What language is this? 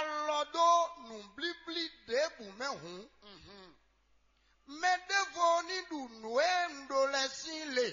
Fon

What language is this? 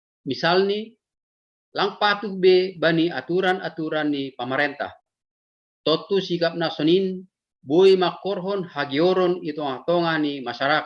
Batak Simalungun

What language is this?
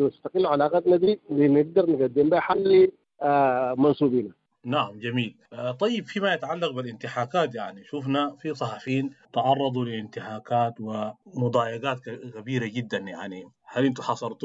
Sudanese Arabic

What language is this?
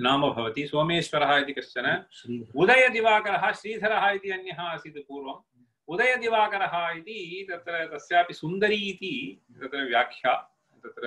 Sanskrit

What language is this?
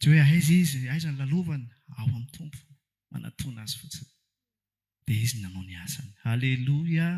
Malagasy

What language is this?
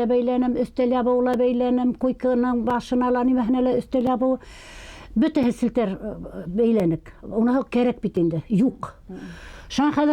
Bashkir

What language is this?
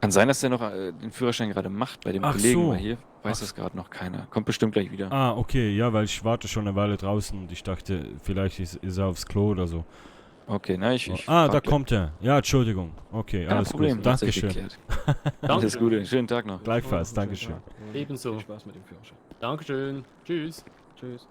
Swiss German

